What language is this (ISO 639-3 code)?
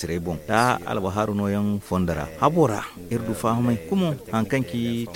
dje